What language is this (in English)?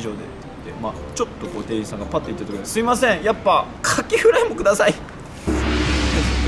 Japanese